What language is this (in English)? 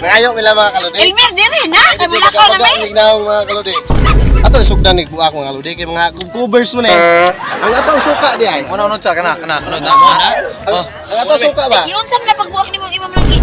Cebuano